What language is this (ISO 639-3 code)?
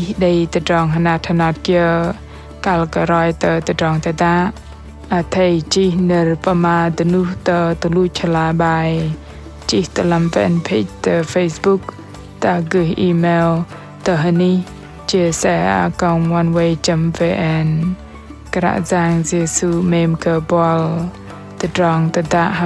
bdq